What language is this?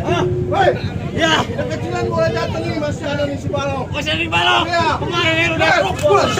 Betawi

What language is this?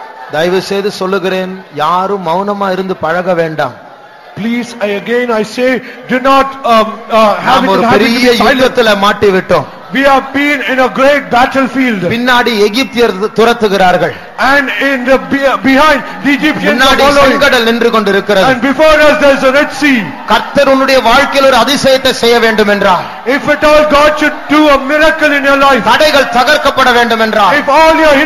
Tamil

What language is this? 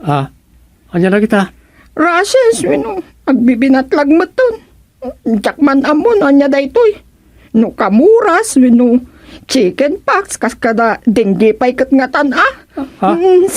Iloko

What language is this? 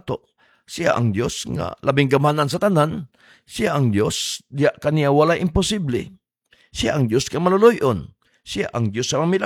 Cebuano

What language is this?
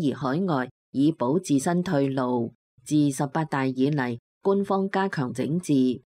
Cantonese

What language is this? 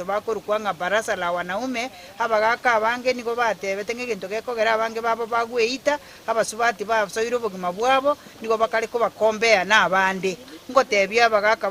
Gusii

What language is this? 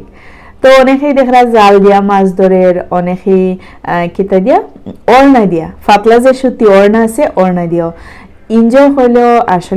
Sylheti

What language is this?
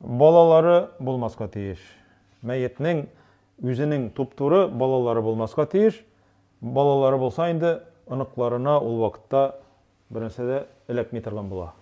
Tatar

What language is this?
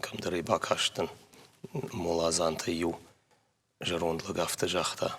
Ossetic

